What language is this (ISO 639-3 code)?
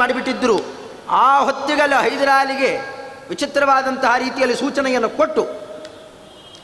kan